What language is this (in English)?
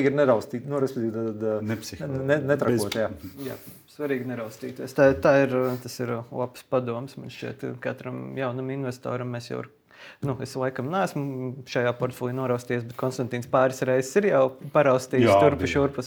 Latvian